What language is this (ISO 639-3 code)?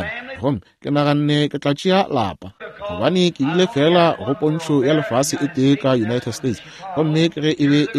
nso